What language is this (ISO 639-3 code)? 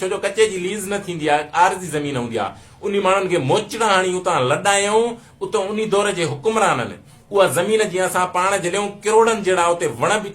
snd